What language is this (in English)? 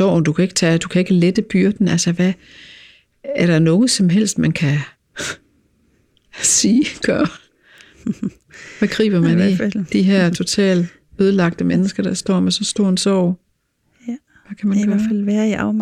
Danish